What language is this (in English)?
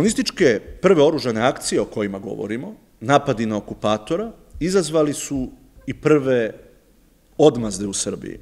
Serbian